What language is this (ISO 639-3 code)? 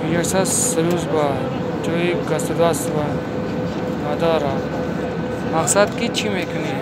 tgk